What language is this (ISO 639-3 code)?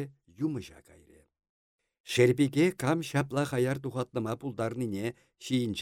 chv